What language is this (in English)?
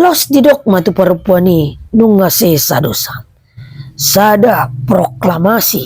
Batak Toba